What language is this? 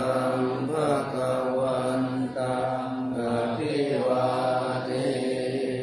Pali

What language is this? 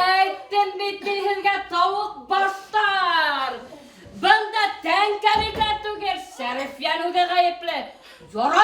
Bashkir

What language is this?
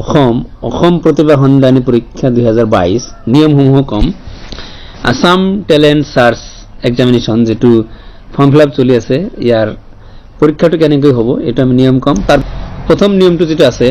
Assamese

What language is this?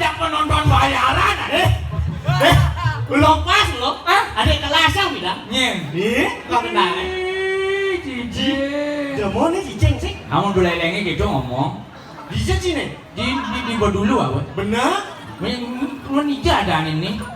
Balinese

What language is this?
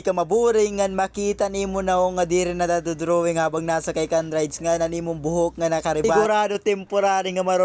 Waray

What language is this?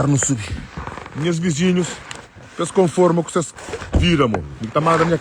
Kabuverdianu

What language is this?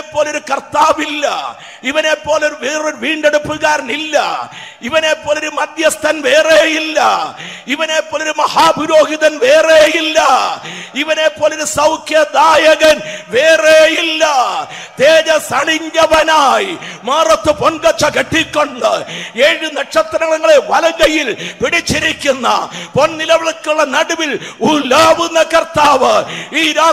Malayalam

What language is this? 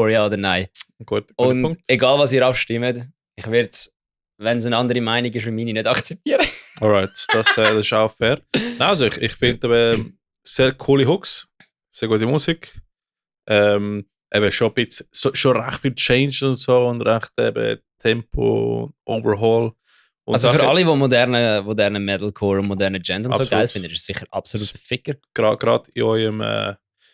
Swiss German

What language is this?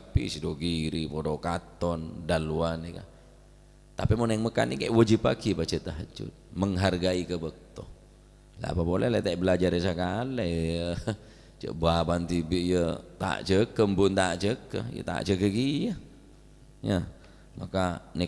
Madurese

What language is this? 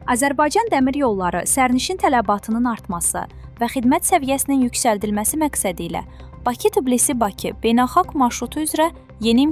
Azerbaijani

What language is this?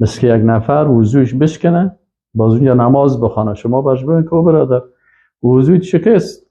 Persian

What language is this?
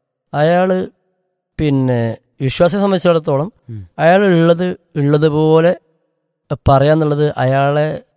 Malayalam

